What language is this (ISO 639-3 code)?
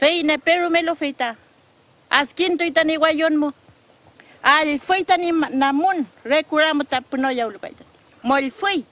arn